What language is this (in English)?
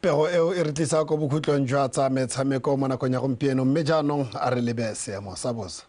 Tswana